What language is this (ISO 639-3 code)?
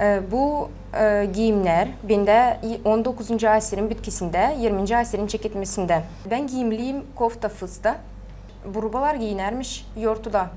gag